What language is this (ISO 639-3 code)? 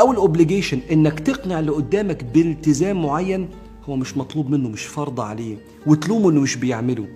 arz